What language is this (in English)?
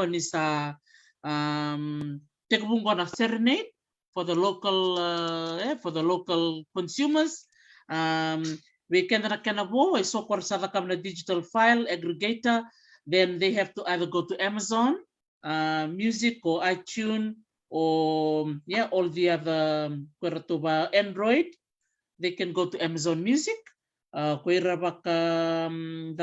Fijian